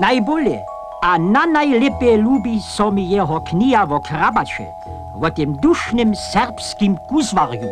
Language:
Upper Sorbian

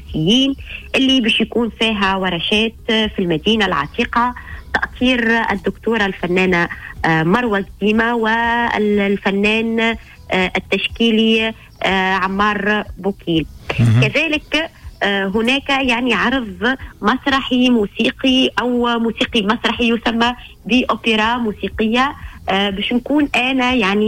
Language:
Tunisian Arabic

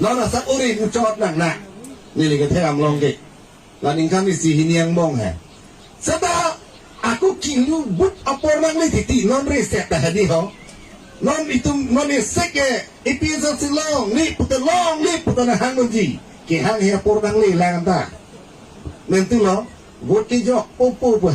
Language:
Karbi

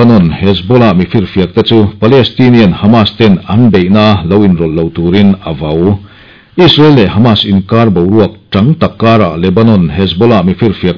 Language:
Mizo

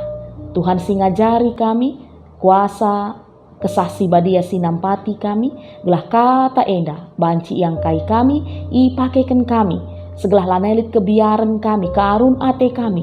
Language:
Batak Karo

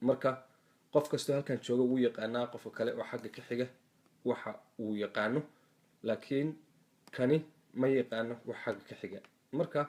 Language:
Somali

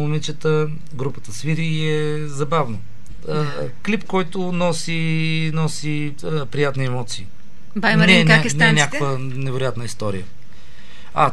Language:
Bulgarian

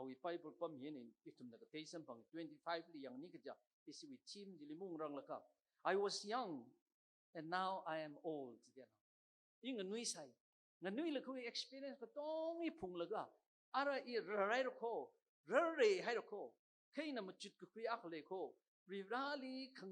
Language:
Tangkhul Naga (India)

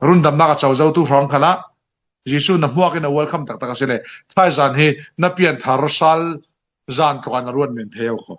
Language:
Falam Chin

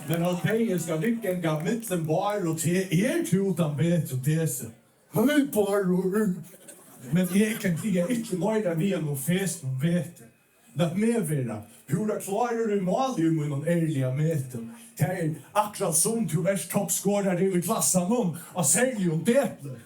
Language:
Faroese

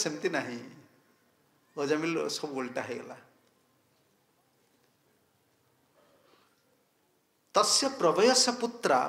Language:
Odia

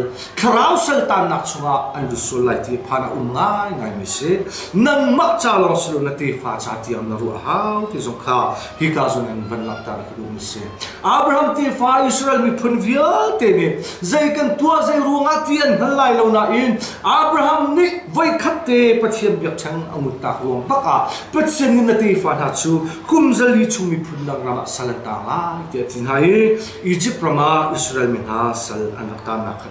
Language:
Hakha Chin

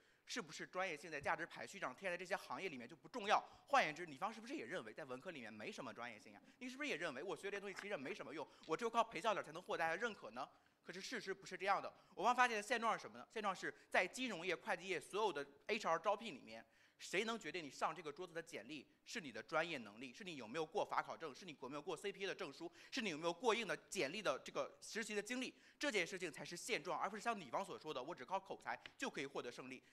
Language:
Chinese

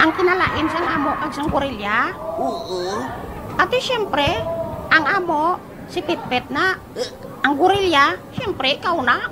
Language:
Hiligaynon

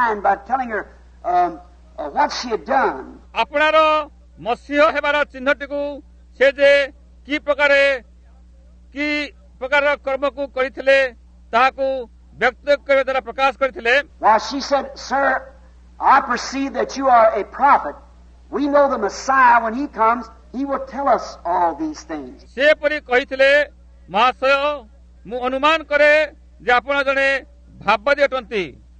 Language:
Odia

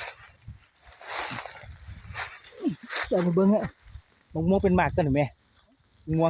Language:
Lao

